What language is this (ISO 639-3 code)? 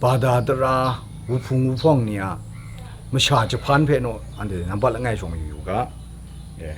kac